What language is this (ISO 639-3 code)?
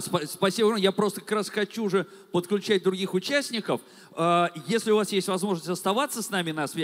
rus